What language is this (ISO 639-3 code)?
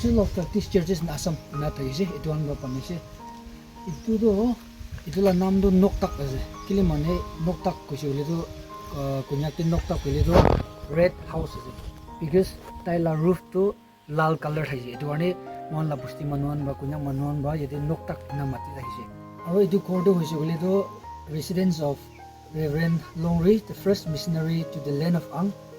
nag